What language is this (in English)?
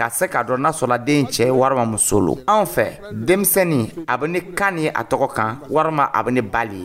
Dyula